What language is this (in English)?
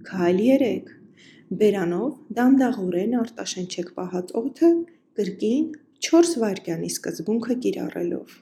Armenian